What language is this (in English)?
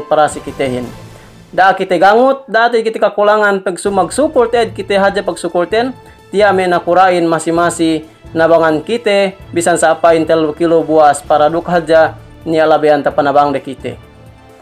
Yakan